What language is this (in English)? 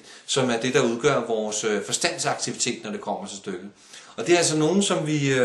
Danish